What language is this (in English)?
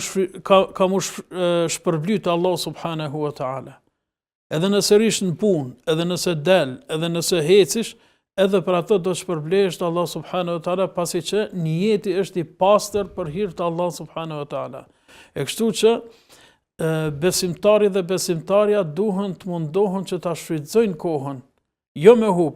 Albanian